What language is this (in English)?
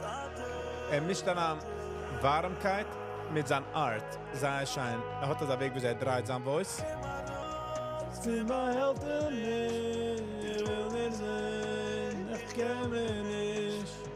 Yiddish